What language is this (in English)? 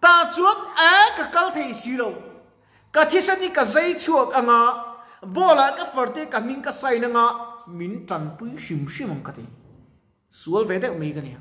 Mizo